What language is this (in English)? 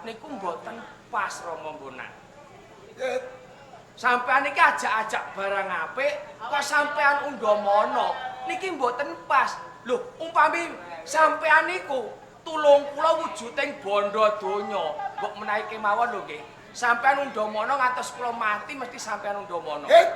Javanese